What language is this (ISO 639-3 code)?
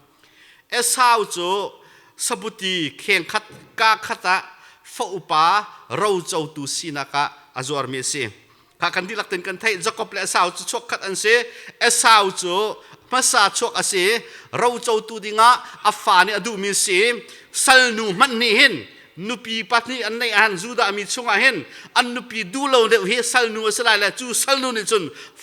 cnh